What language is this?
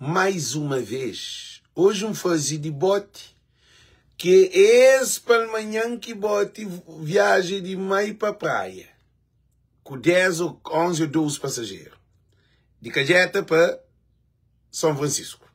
Kabuverdianu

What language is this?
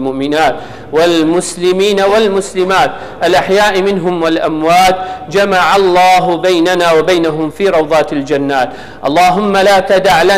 Kurdish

